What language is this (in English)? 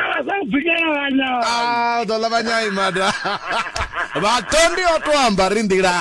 Venda